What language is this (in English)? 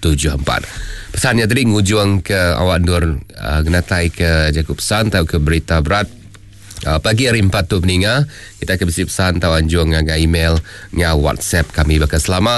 Iban